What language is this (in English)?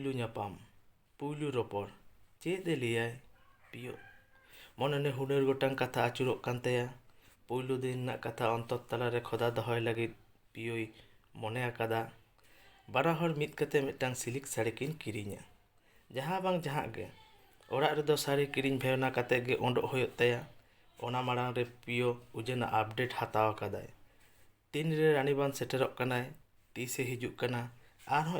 Santali